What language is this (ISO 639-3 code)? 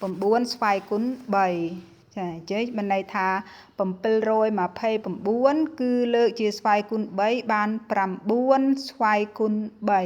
khm